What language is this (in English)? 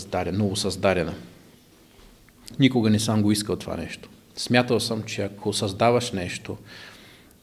Bulgarian